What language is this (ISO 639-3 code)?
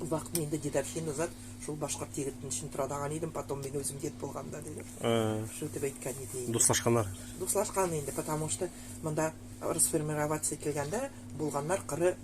nog